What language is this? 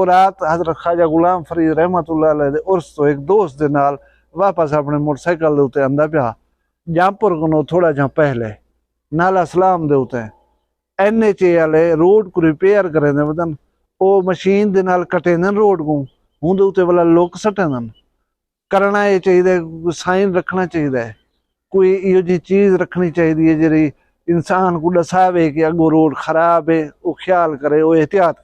Saraiki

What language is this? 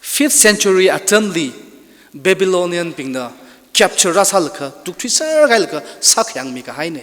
Tangkhul Naga (India)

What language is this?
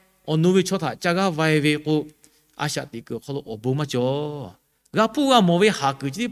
Lahu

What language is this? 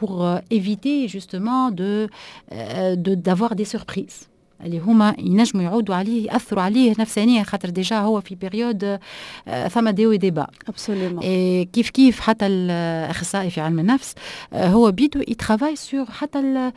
Tunisian Arabic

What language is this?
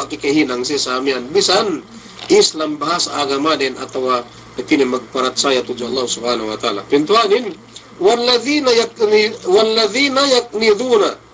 Yakan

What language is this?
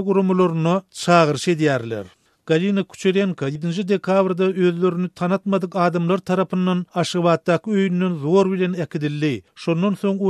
Turkmen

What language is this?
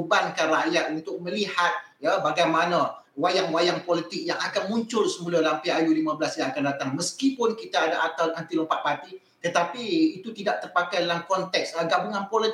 Malay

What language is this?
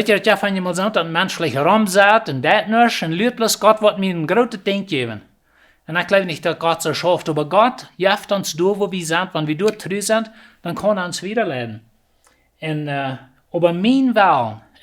Plautdietsch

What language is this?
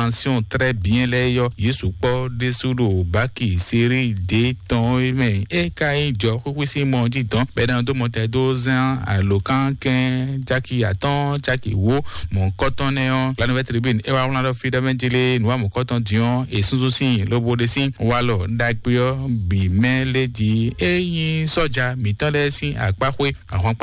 Fon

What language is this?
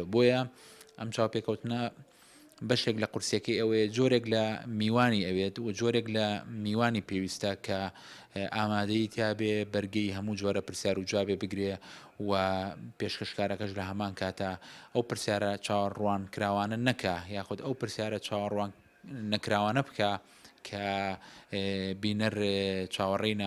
Central Kurdish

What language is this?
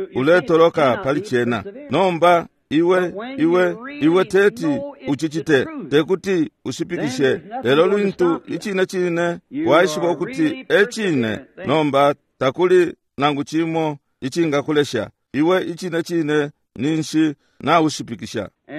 Bemba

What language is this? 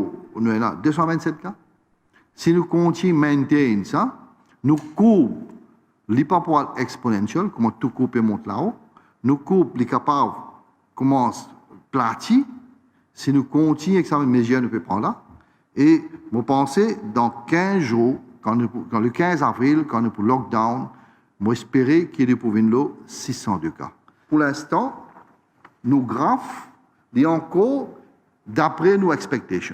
Morisyen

